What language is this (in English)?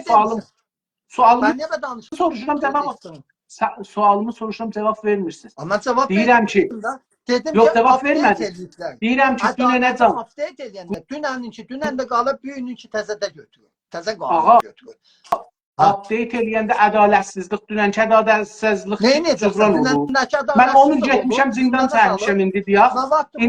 South Azerbaijani